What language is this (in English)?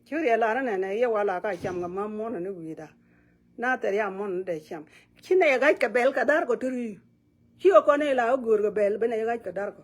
Nuer